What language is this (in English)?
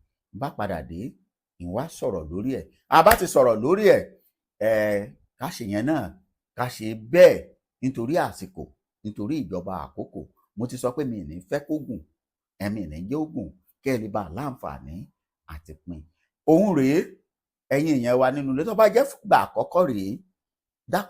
Yoruba